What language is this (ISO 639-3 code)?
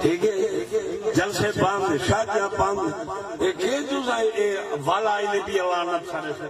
skr